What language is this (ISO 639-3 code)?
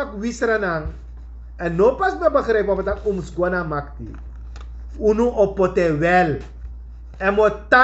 srn